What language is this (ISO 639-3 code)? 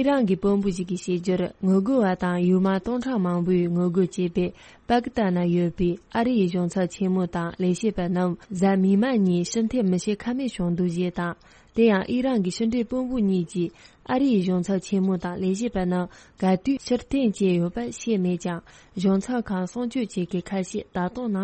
bod